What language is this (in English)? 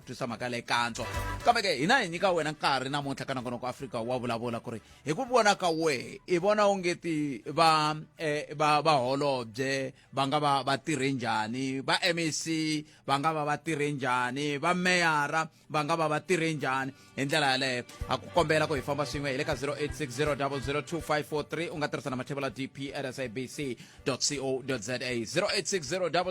Tsonga